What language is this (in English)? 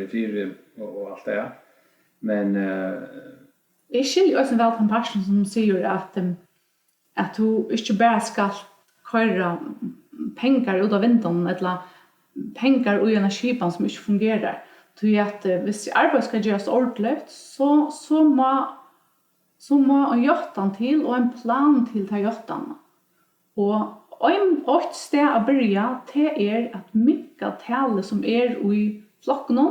Faroese